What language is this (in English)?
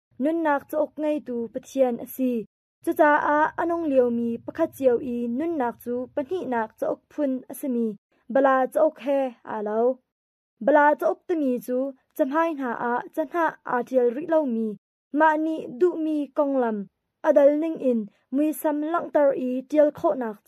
Hakha Chin